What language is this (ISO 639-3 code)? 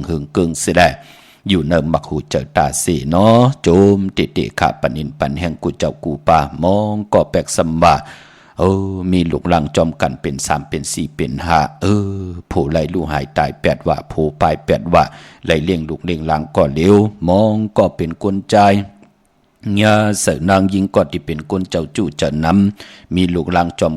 shn